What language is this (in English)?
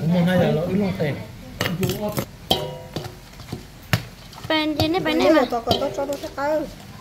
Vietnamese